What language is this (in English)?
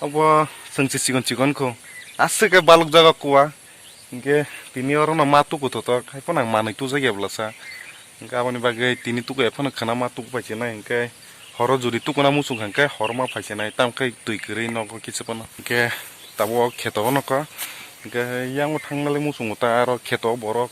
Kok Borok